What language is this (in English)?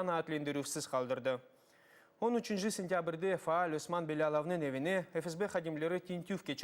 Crimean Tatar